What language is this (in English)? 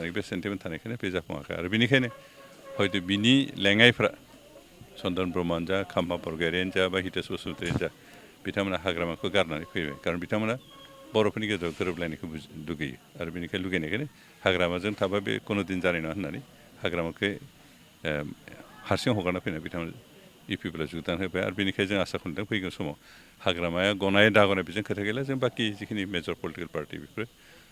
Bodo